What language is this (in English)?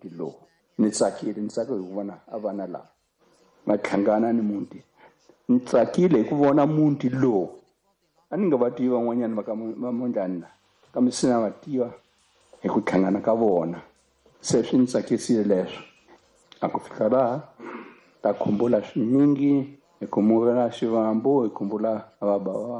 Tsonga